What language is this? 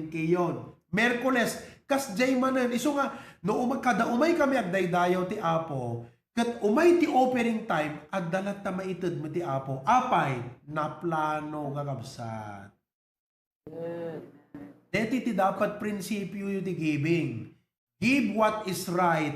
Iloko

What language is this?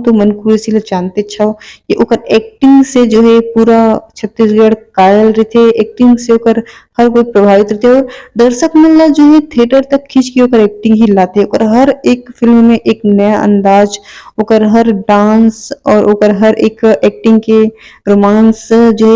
Chhattisgarhi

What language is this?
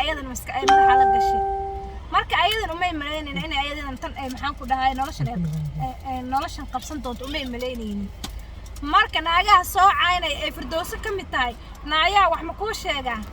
Somali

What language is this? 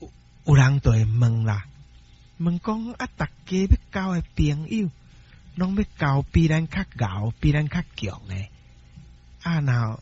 Min Nan Chinese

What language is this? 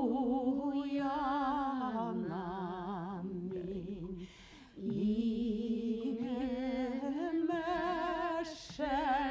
Bashkir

